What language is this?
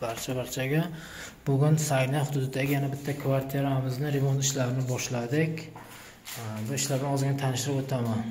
Uzbek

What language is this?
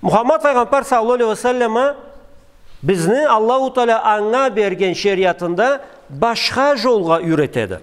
Karachay-Balkar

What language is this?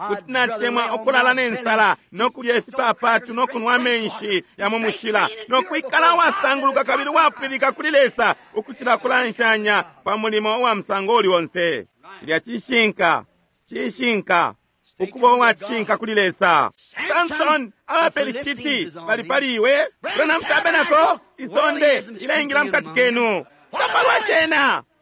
Bemba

